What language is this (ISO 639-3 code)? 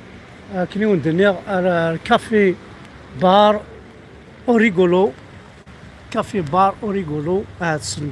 kab